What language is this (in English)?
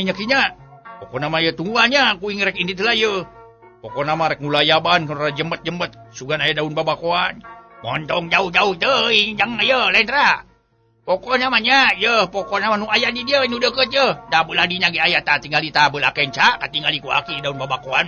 Sundanese